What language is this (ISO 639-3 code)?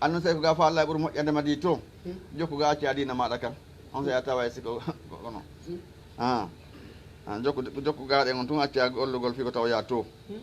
ful